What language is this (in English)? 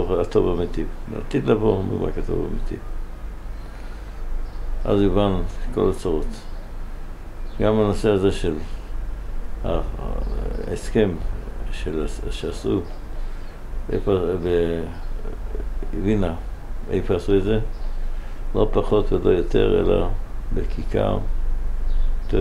Hebrew